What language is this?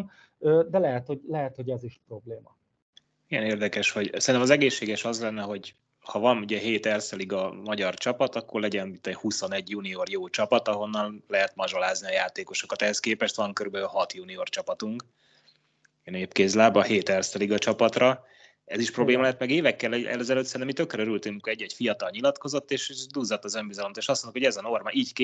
Hungarian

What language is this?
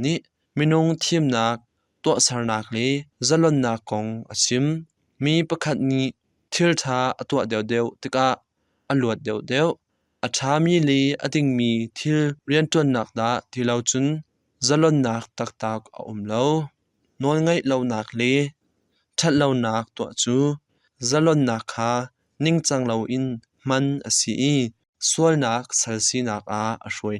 Hakha Chin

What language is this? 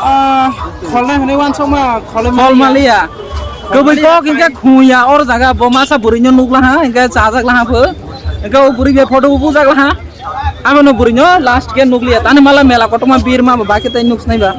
Kok Borok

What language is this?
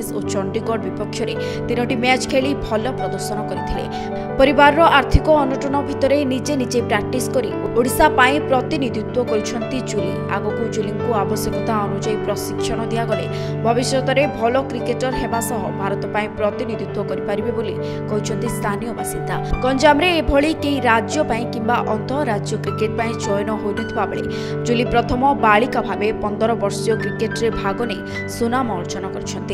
Odia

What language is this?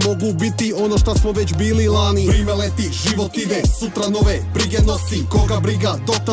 Croatian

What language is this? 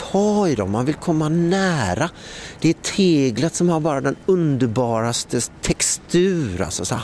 Swedish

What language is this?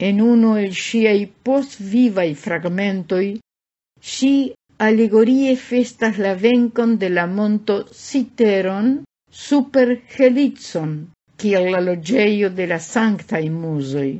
Esperanto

